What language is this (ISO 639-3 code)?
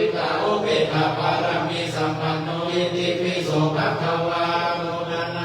pli